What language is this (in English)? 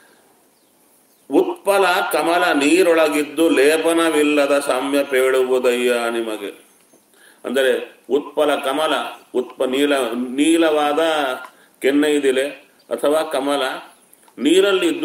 Kannada